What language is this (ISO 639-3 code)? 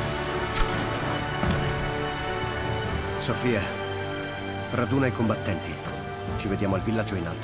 ita